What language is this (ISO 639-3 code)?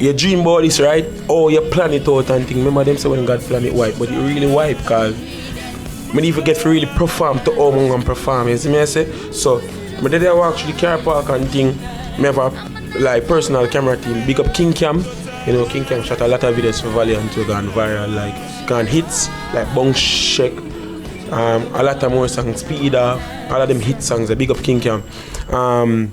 jam